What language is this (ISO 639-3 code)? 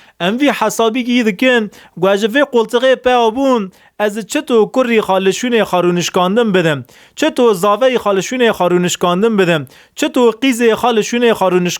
kur